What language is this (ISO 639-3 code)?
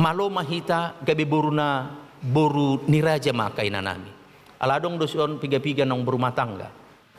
bbc